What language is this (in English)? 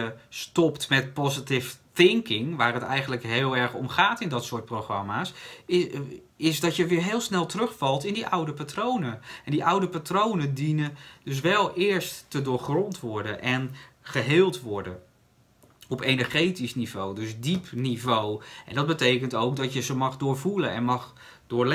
Dutch